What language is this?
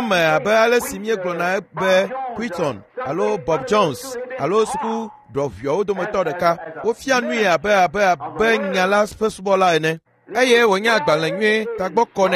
Ewe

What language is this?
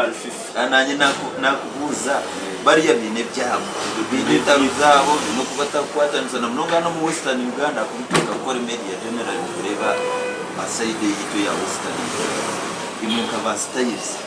Nyankole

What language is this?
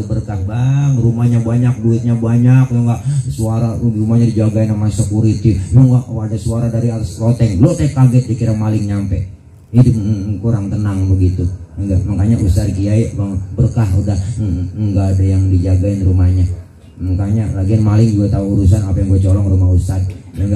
Betawi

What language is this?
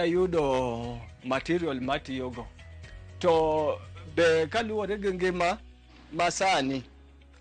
Luo (Kenya and Tanzania)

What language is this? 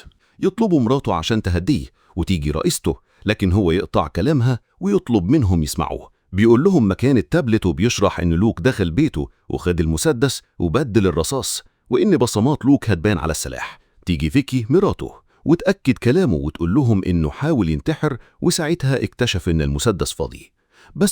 Egyptian Arabic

